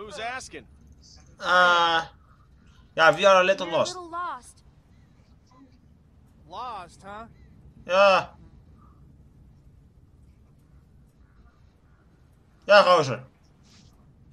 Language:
Dutch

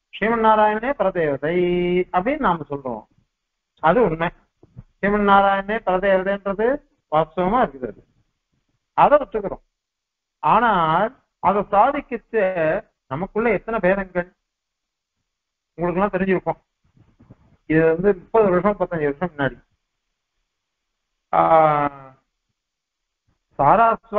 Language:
Tamil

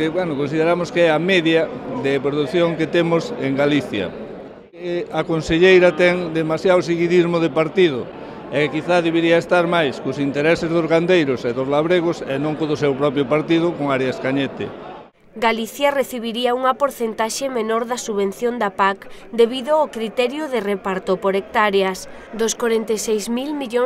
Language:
Galician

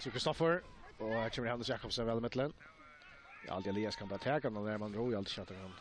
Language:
Faroese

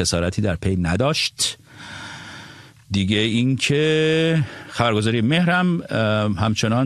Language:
Persian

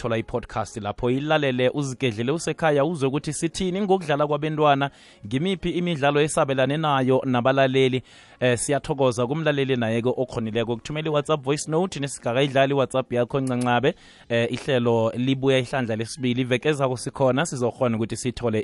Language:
South Ndebele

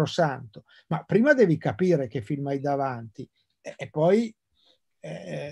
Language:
Italian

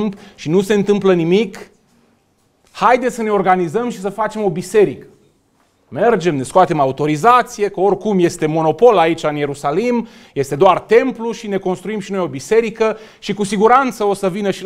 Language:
Romanian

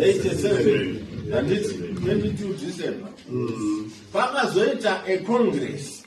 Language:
Shona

